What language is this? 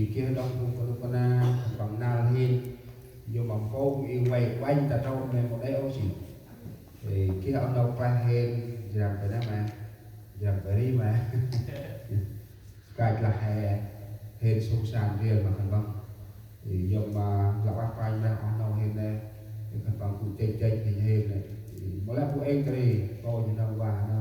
Central Mnong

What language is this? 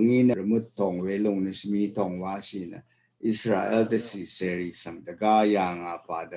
Rawang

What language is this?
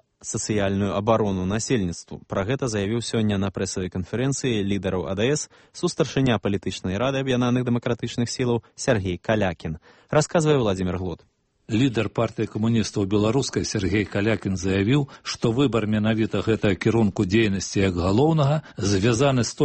Belarusian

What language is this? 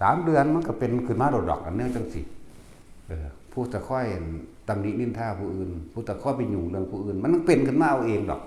Northeastern Thai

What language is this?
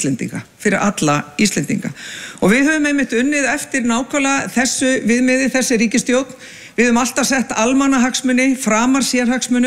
Icelandic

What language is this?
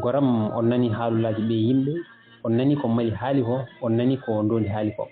Fula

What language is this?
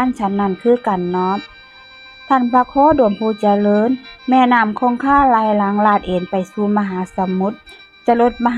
Northeastern Thai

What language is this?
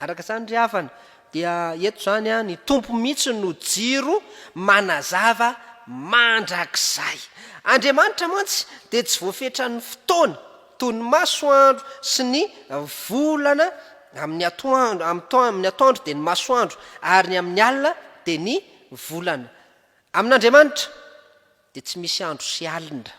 Malagasy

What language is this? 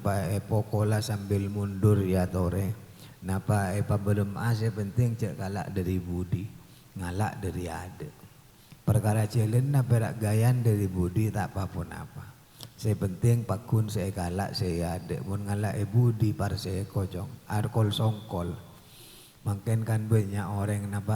Madurese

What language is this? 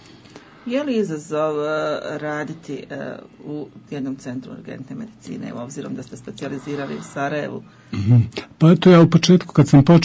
Bosnian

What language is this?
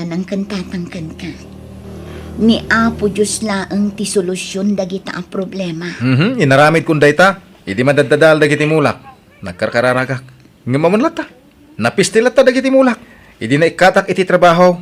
Iloko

